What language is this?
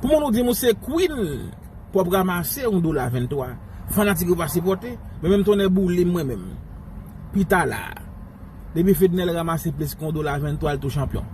Haitian Creole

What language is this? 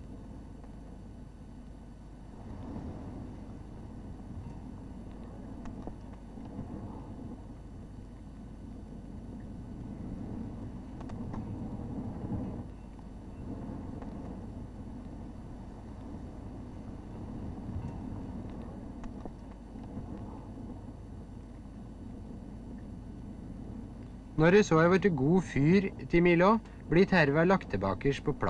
Norwegian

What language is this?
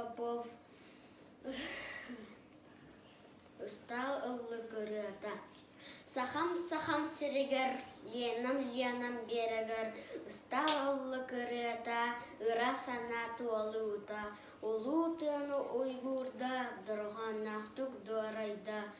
Yakut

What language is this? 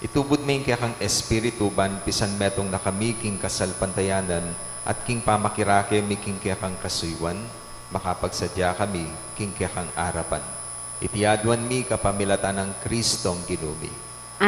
Pampanga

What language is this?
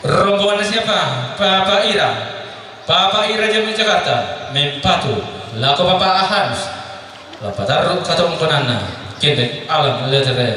Toraja-Sa'dan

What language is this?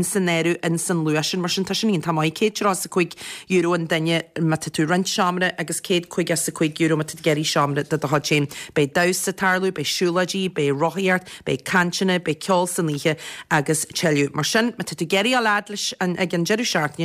Irish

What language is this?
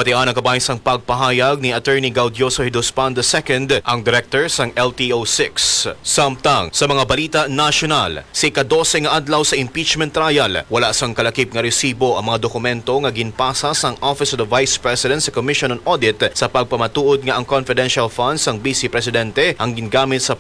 Hiligaynon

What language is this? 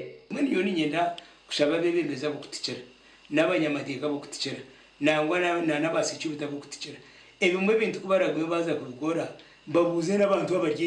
Nyankole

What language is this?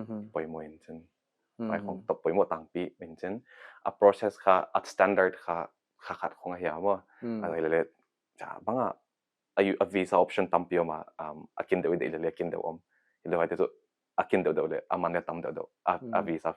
Paite Chin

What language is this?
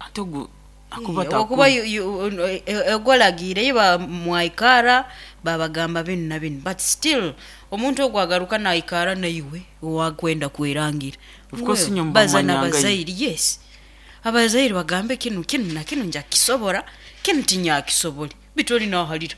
Nyoro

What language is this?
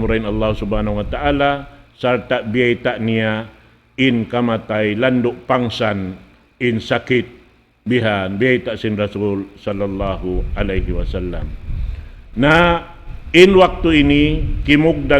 Tausug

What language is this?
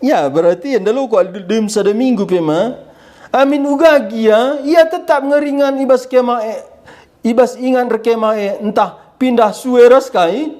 Batak Karo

